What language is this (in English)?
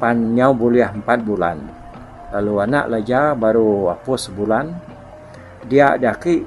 Iban